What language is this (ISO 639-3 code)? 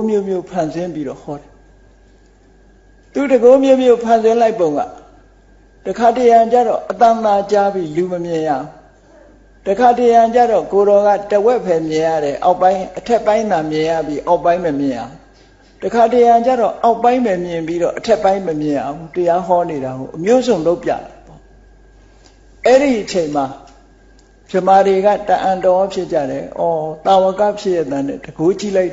mya